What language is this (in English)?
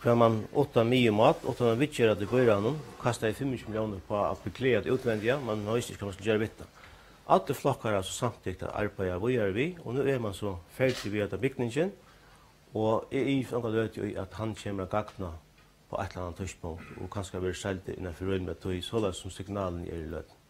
Faroese